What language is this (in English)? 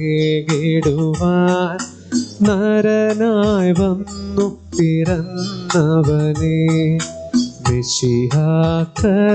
Malayalam